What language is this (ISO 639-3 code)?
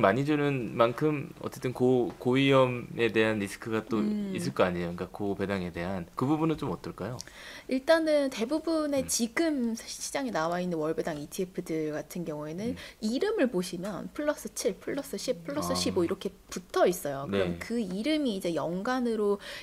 kor